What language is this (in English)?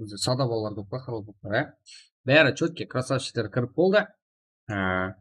Kara-Kalpak